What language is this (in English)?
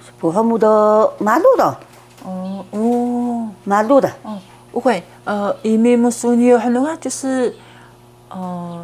Taroko